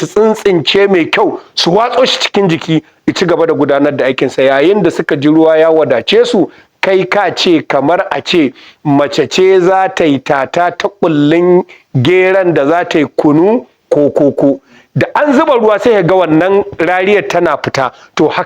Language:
Hausa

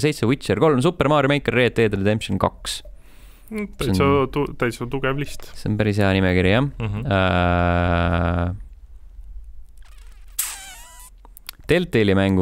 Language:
Estonian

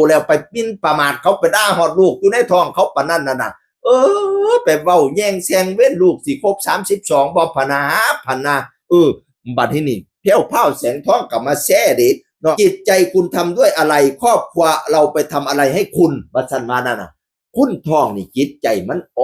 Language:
Northeastern Thai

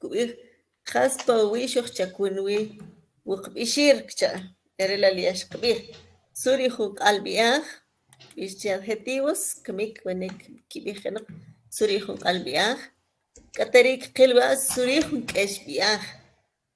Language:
Kʼicheʼ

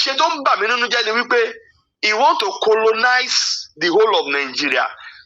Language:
Yoruba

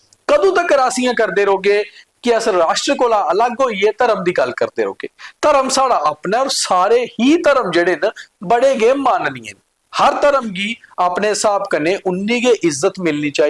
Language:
Dogri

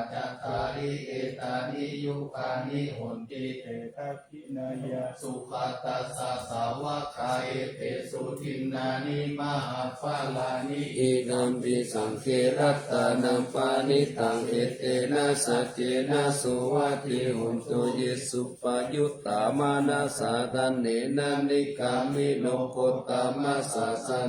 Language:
Pali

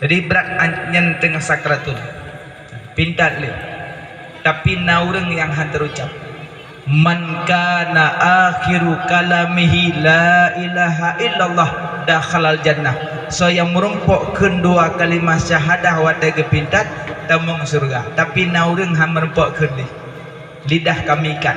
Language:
Achinese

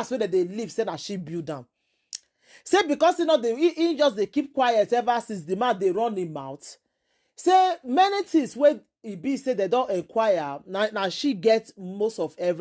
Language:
Nigerian Pidgin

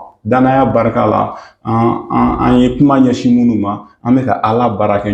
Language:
Bambara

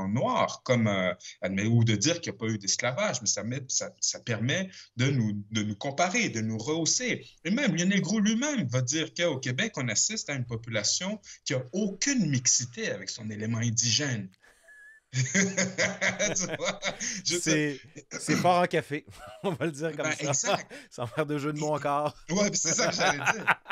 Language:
French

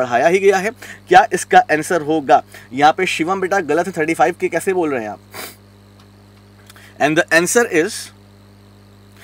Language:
Hindi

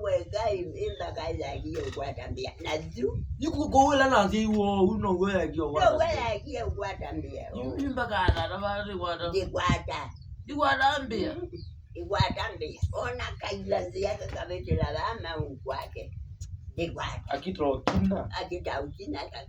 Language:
Kamba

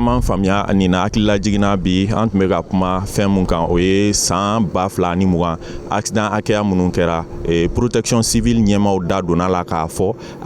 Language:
Bambara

